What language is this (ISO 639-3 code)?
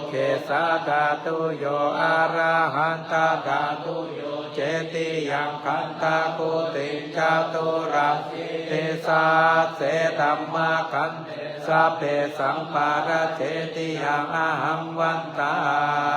pli